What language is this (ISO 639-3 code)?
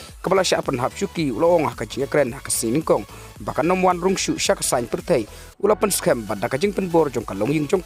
kha